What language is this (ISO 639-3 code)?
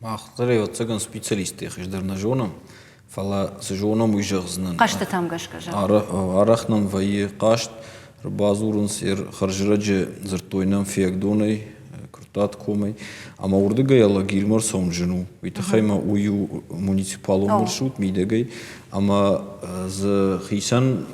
oss